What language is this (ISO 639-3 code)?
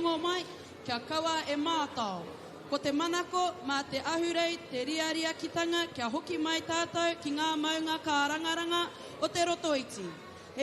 mri